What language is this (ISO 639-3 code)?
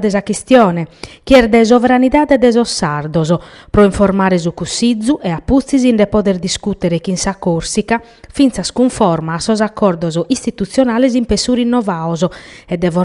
srd